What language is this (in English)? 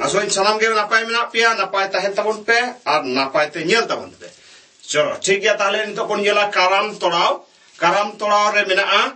Santali